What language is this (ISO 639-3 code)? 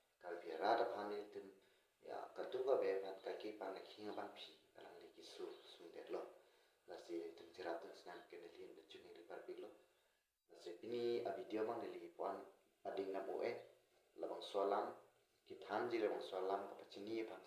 mjw